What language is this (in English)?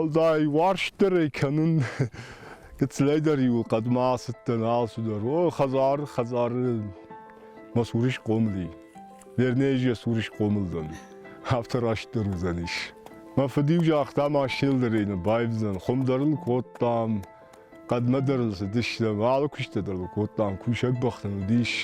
Ossetic